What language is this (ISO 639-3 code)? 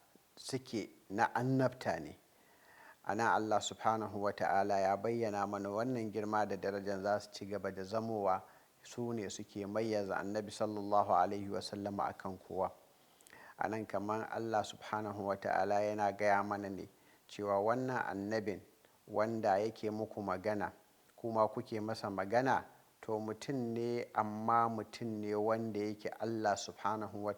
hau